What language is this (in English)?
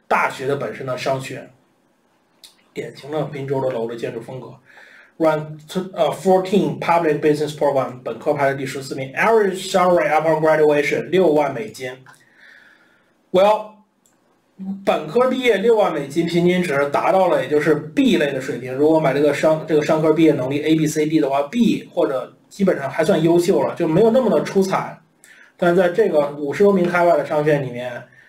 Chinese